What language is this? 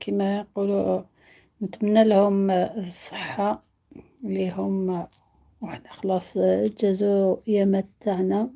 Algerian Arabic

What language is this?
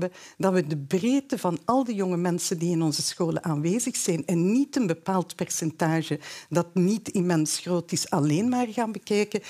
Dutch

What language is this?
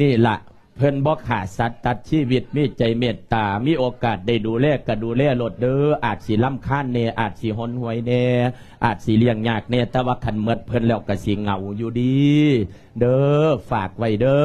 Lao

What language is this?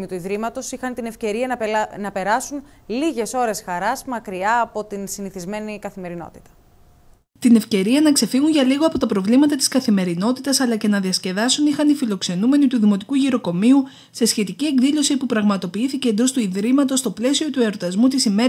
Greek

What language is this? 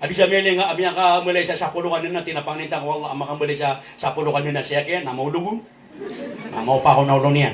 Maranao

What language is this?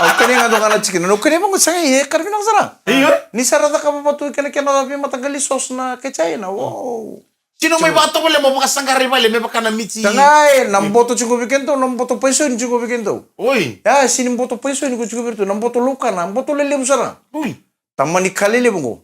Fijian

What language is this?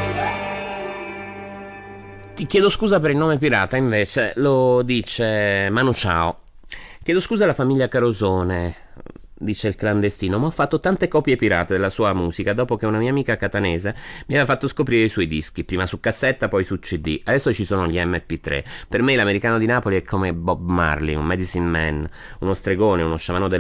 Italian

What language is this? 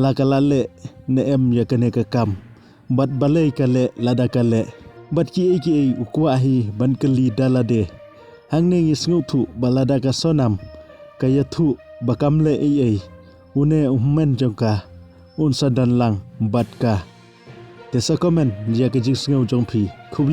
Khasi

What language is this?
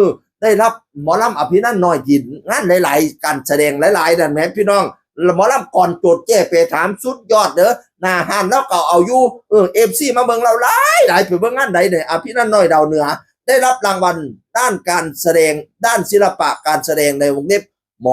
Northeastern Thai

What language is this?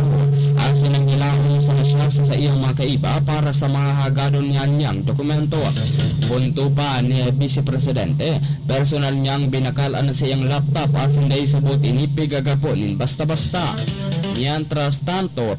Bikol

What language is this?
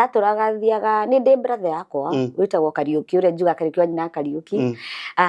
Kikuyu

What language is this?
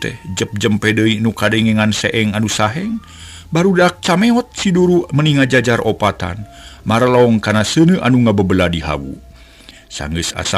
Sundanese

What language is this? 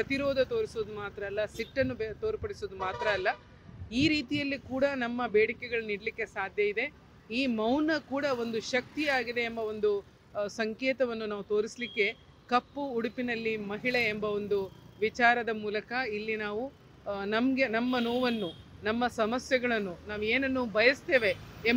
Kannada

